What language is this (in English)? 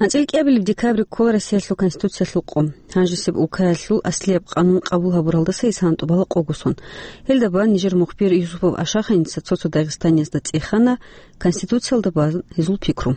Avaric